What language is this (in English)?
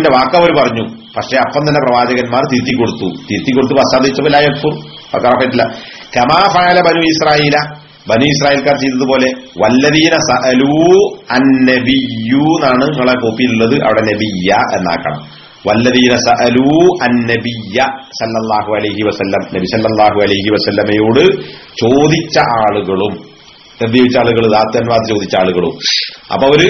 Malayalam